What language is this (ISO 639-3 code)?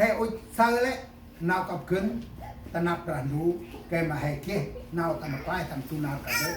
cmo